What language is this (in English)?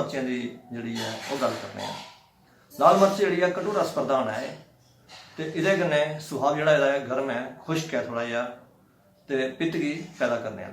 Dogri